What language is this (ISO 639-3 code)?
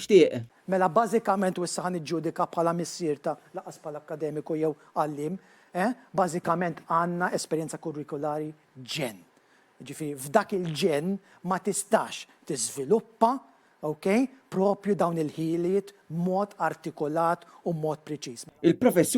mlt